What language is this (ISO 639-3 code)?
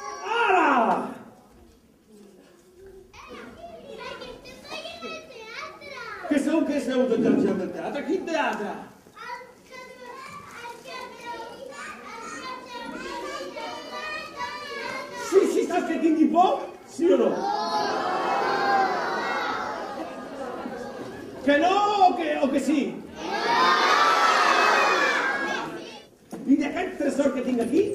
cat